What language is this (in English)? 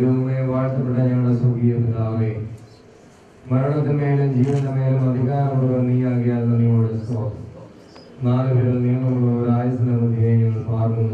Malayalam